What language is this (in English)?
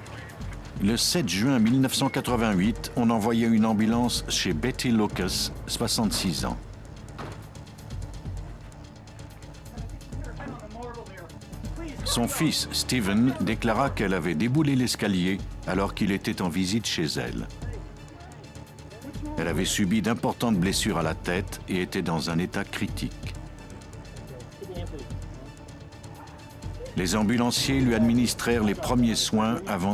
French